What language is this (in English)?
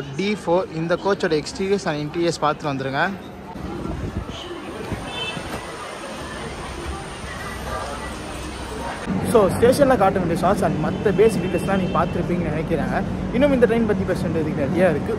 Tamil